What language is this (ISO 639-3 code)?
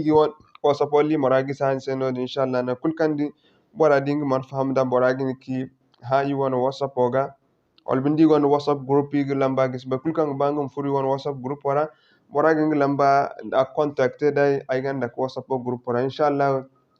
dje